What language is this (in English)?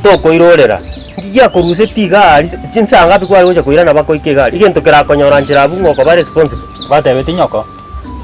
Gusii